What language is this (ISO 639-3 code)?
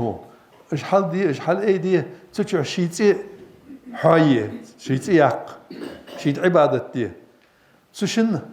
inh